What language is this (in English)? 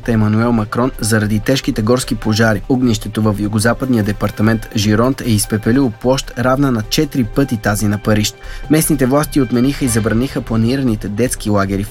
Bulgarian